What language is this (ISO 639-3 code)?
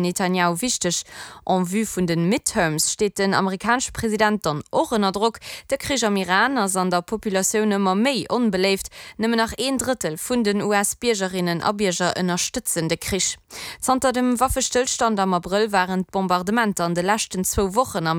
ltz